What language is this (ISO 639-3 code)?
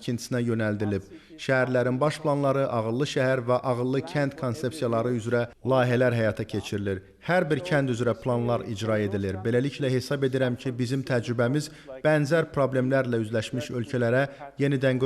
aze